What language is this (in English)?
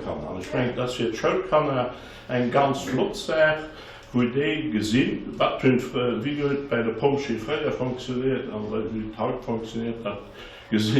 Luxembourgish